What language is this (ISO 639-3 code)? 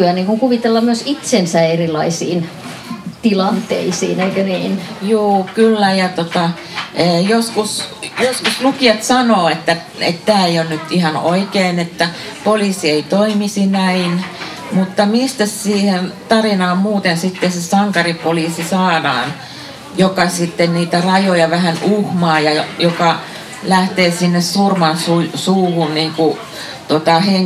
fin